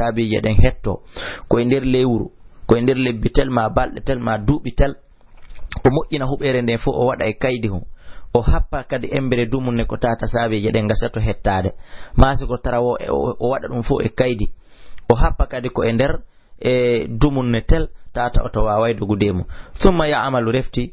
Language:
Fula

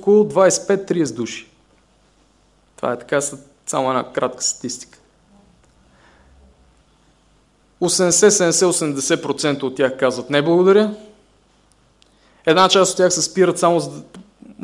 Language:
Bulgarian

